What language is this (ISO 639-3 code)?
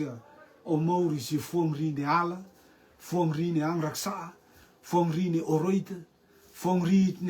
rtm